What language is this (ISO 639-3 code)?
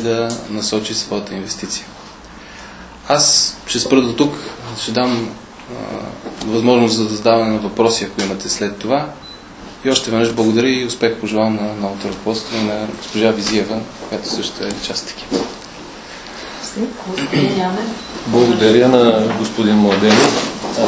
bul